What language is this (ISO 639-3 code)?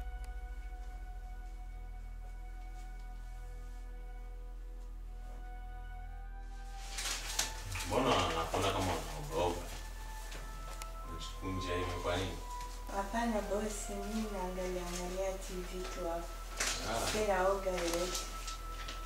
swa